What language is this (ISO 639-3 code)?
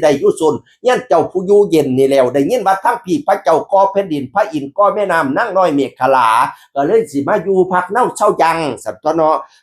tts